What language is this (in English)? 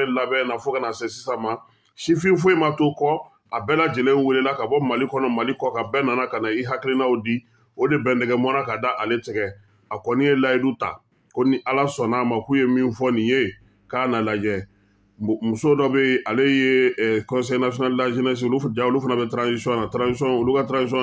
Bambara